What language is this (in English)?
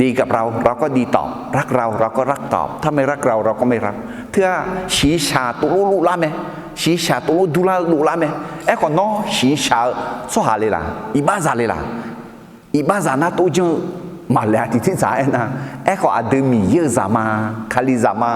Akha